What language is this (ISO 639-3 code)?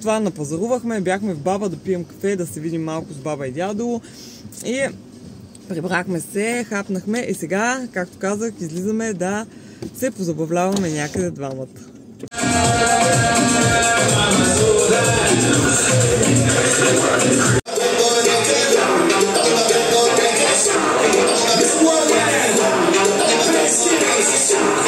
bul